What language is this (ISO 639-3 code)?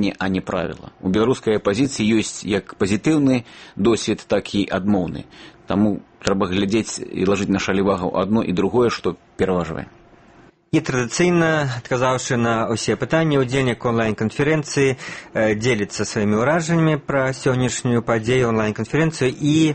bel